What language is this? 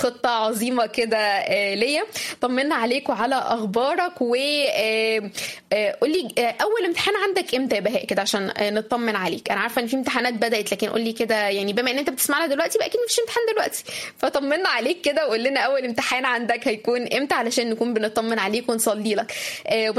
Egyptian Arabic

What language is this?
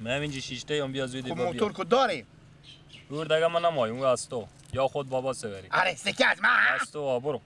Persian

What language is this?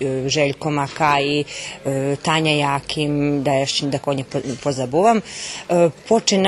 Rusyn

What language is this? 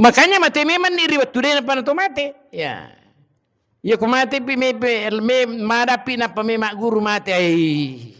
Buginese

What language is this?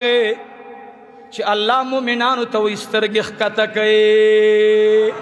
Pashto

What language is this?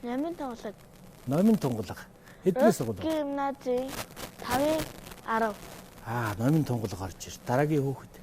Mongolian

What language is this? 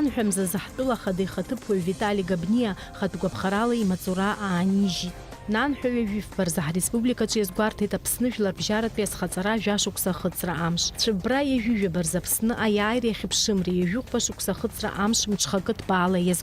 Abkhazian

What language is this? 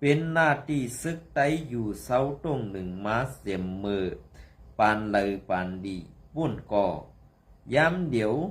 Shan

